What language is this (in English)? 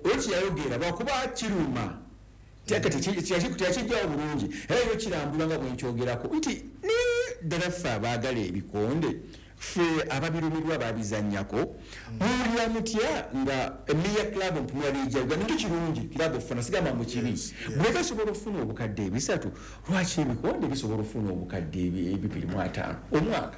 Ganda